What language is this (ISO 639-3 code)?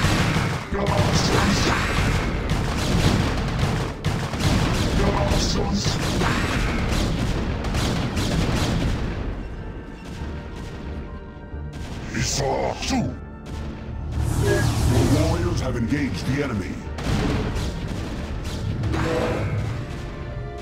eng